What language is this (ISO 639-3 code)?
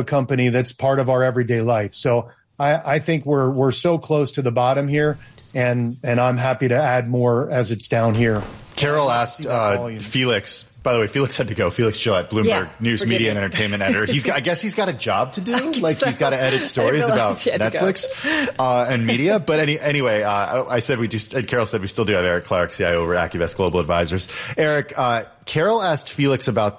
eng